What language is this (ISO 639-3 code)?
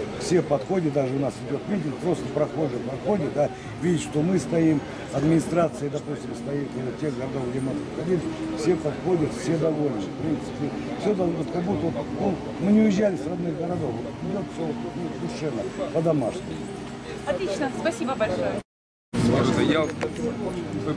rus